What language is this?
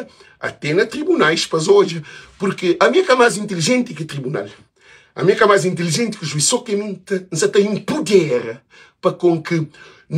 Kabuverdianu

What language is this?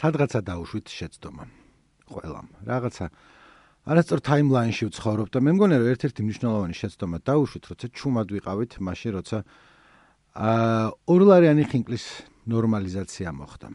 Georgian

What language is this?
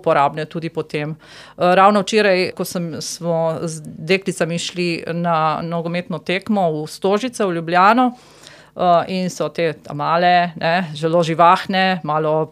Slovenian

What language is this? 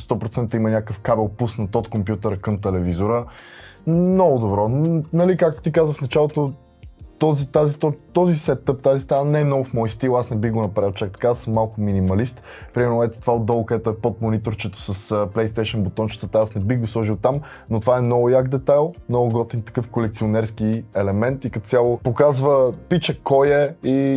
Bulgarian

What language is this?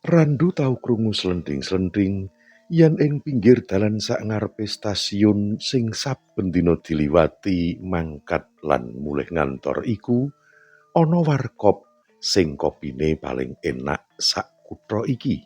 Javanese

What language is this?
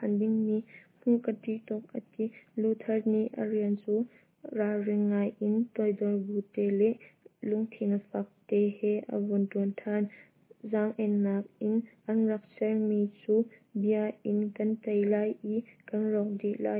Hakha Chin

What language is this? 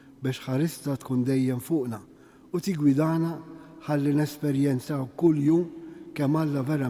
Maltese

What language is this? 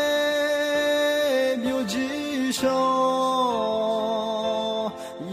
Akha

